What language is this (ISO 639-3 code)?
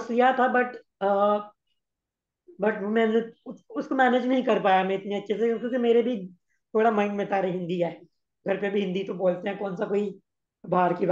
hin